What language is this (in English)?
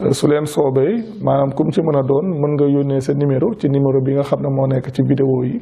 Wolof